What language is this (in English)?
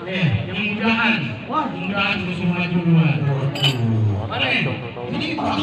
Betawi